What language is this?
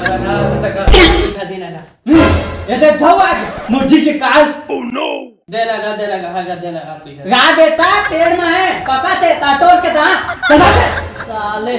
Chhattisgarhi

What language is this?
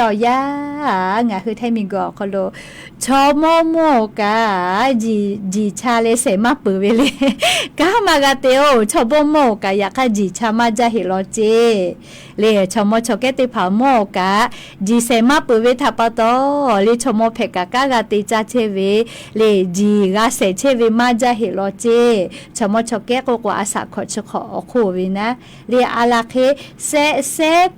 Lahu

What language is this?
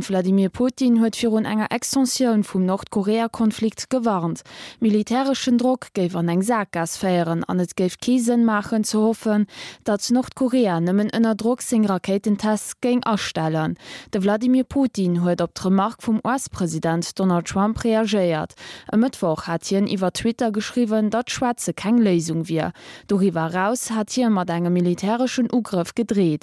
Luxembourgish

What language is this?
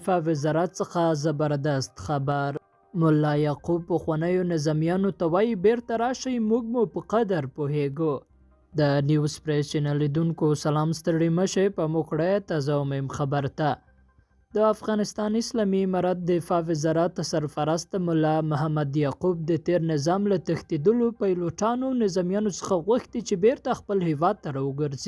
Pashto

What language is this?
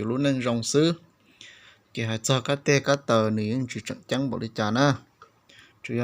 Hmong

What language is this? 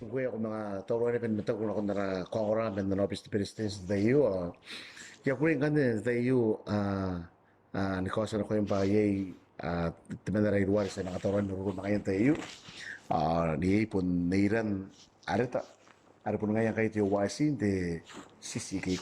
Gilbertese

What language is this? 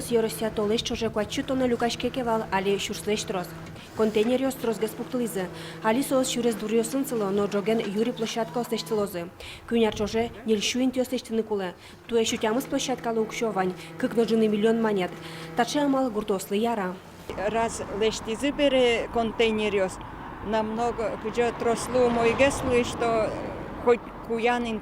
Udmurt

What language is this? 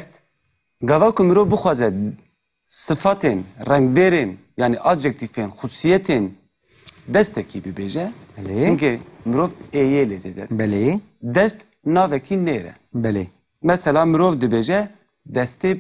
Kurdish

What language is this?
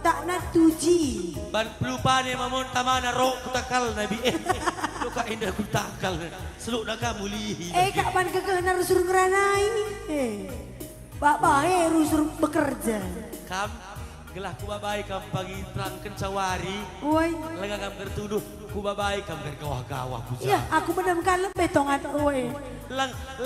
Batak Karo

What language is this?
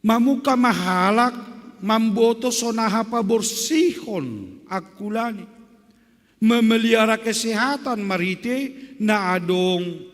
Batak Simalungun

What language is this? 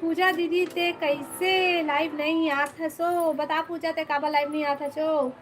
Chhattisgarhi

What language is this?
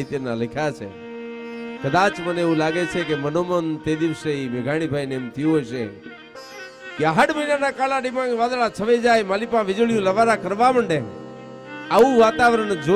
Gujarati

